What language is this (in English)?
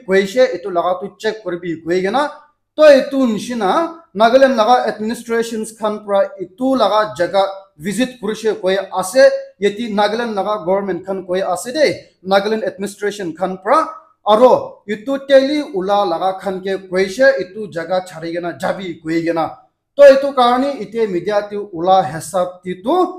Naga Pidgin